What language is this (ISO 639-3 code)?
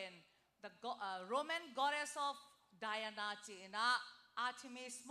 ctd